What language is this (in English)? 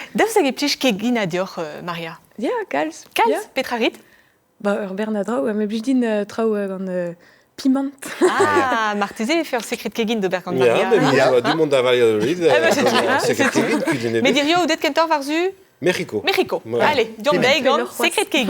Breton